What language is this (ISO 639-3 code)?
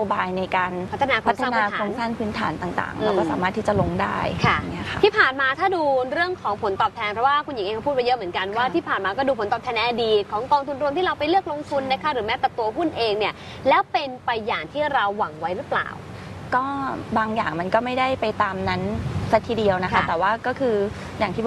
tha